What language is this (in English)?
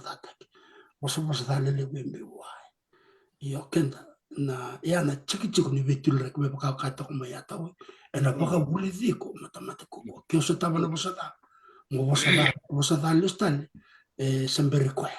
Fijian